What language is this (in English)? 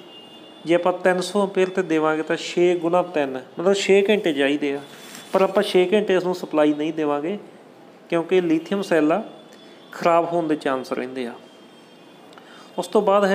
Punjabi